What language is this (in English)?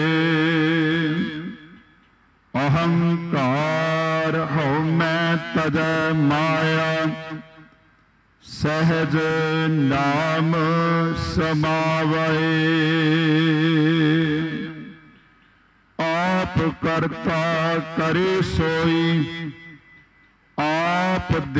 Punjabi